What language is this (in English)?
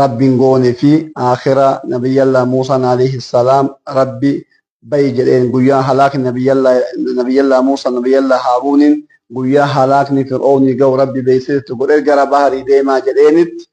Oromo